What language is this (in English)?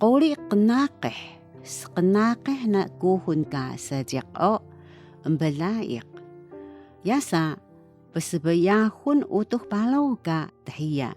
Taroko